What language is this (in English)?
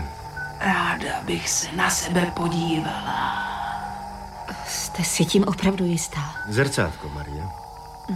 Czech